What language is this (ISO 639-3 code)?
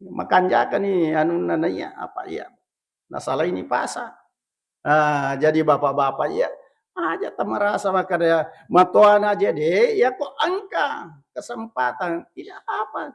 bug